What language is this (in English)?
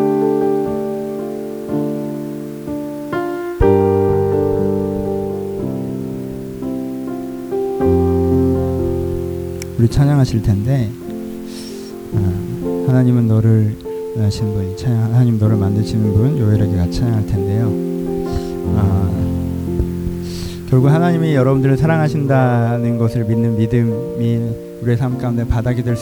Korean